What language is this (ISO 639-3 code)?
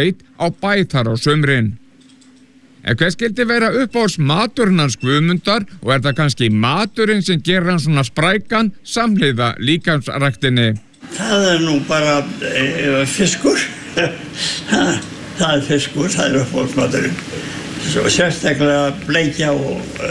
isl